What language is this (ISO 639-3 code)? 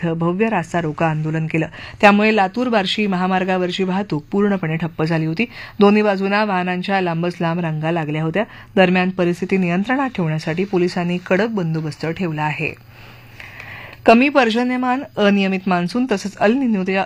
mar